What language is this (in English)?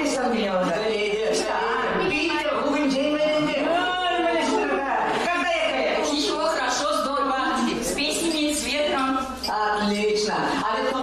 Chuvash